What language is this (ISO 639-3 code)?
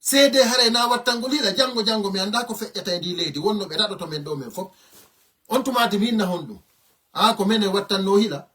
ful